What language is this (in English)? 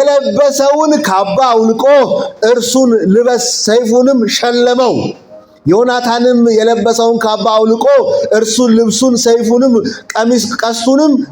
Amharic